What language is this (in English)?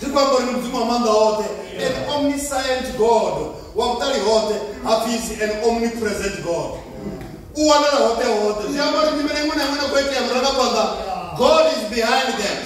Venda